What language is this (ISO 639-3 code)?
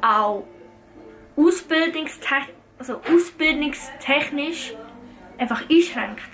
gsw